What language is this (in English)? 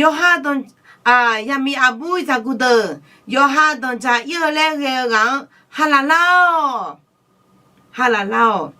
Akha